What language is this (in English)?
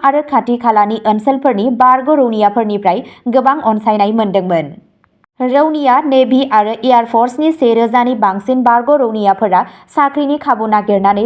Bodo